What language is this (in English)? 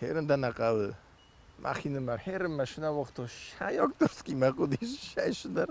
Ossetic